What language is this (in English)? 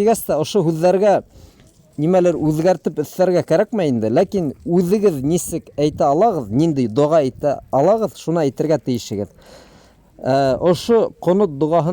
Bashkir